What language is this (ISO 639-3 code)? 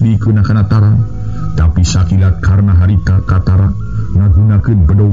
sun